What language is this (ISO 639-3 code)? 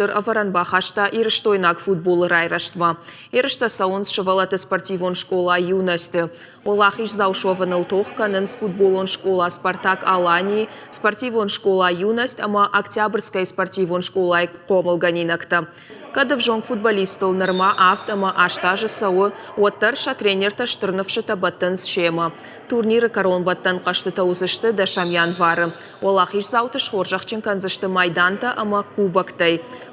oss